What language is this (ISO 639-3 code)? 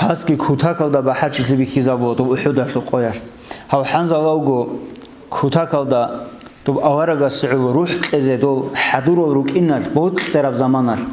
ava